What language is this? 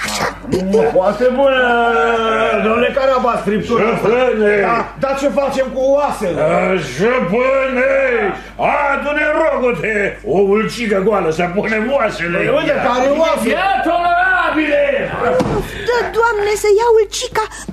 Romanian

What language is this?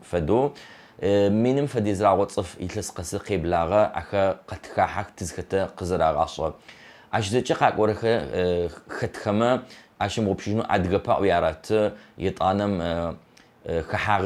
Adyghe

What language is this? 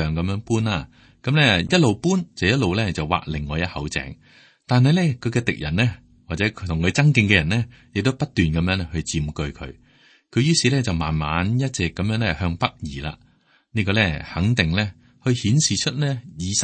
Cantonese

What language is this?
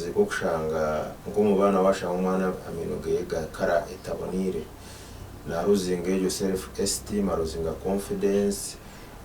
Nyankole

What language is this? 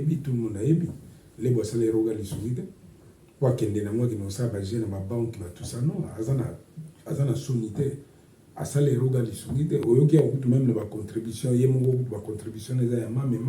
Lingala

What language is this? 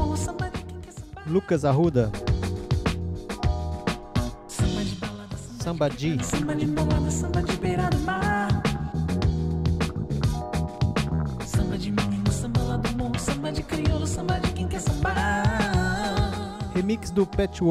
Portuguese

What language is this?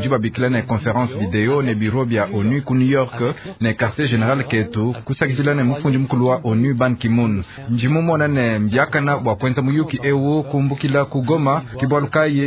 Luba-Lulua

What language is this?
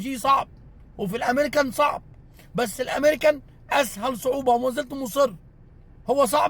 Egyptian Arabic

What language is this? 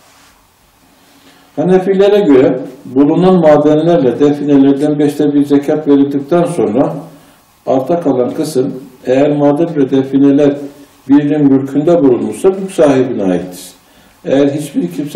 Turkish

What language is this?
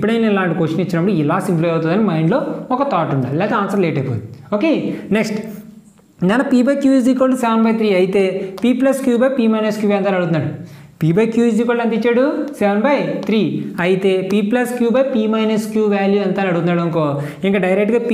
Telugu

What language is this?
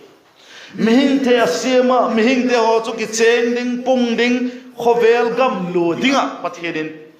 Vaiphei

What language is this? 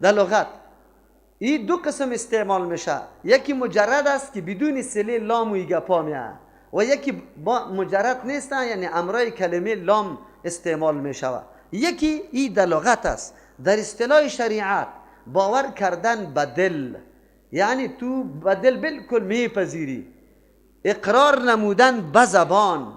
Persian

